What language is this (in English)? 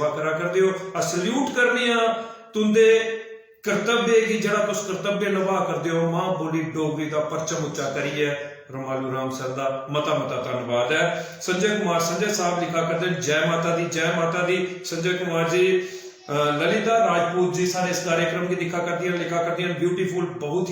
Dogri